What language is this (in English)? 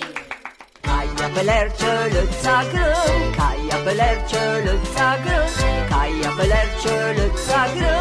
Arpitan